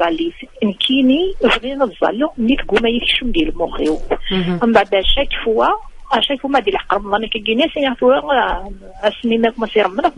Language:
Kabyle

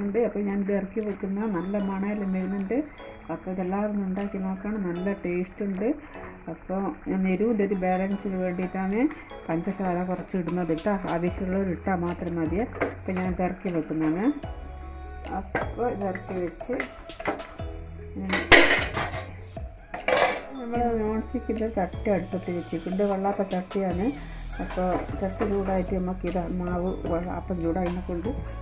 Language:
Malayalam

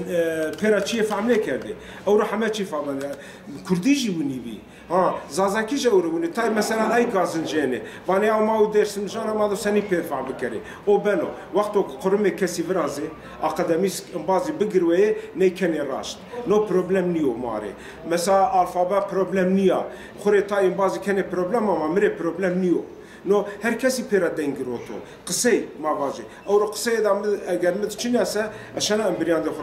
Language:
Zaza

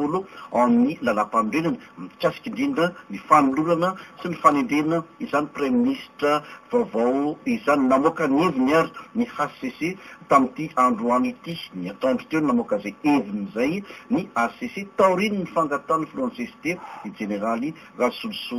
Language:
Malagasy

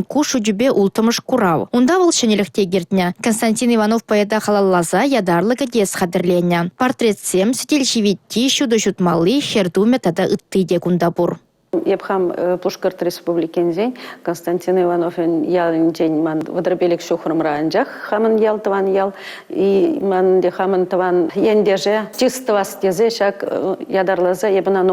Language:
Chuvash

